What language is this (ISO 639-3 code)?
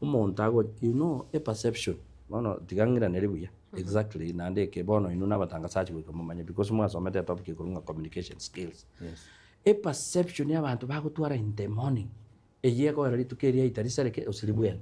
guz